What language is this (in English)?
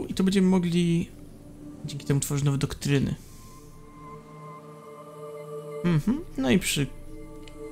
Polish